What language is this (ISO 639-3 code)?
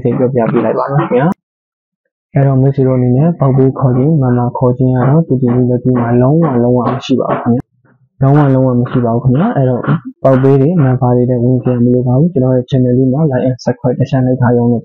mya